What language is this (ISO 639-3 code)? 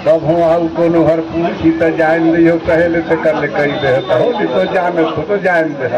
sgj